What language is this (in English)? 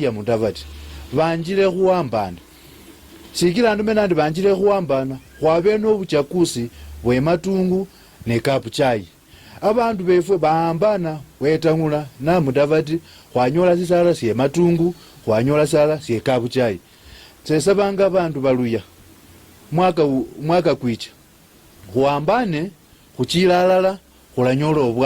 Luyia